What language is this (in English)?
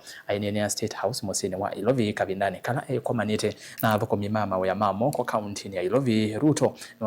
Kamba